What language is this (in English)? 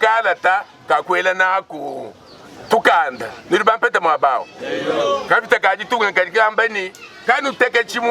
Luba-Lulua